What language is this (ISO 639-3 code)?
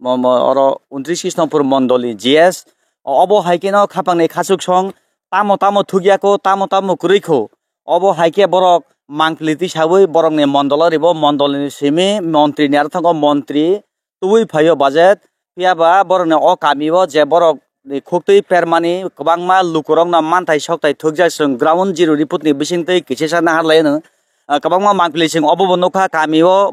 trp